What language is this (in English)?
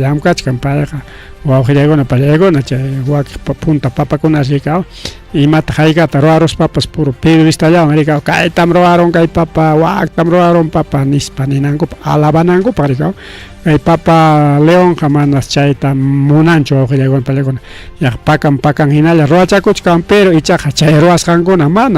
Ayacucho Quechua